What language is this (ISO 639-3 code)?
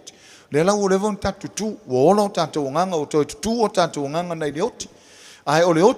smo